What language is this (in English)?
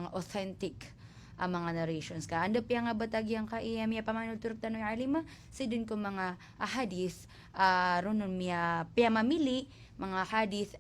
Maranao